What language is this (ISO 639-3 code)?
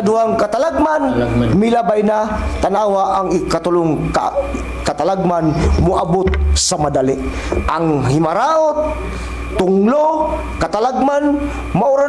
ceb